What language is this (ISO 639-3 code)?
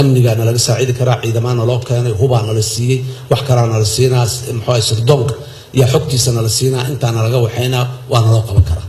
som